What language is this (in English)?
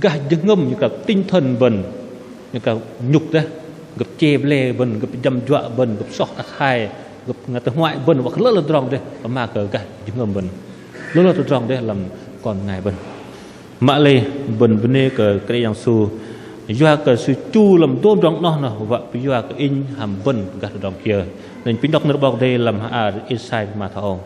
Bahnar